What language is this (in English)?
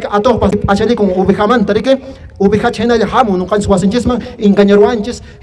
Quechua